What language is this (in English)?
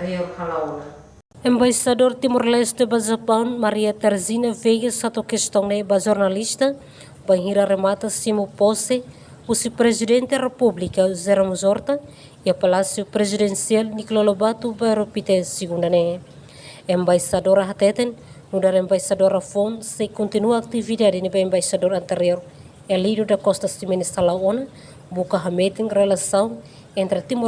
Tetum